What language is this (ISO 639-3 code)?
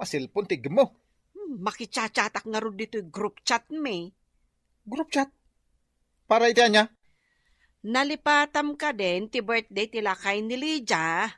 ilo